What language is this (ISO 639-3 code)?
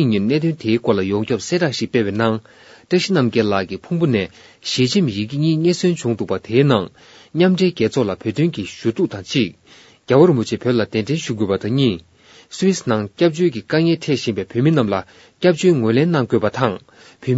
bod